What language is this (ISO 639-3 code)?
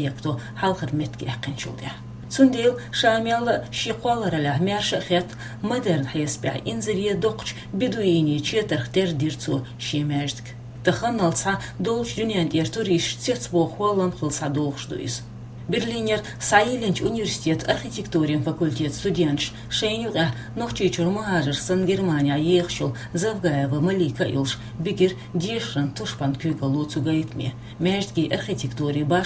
che